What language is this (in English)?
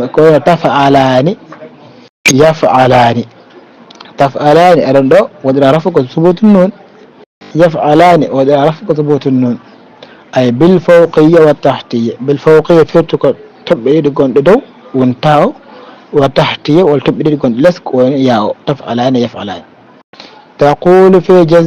Fula